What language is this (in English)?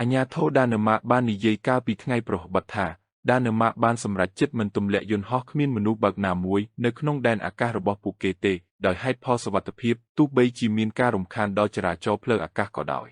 Khmer